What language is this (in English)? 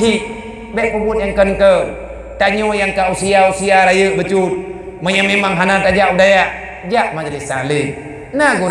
Achinese